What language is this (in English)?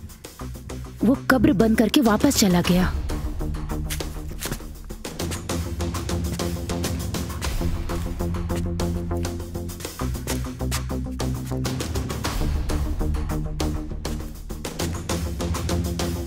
Bhojpuri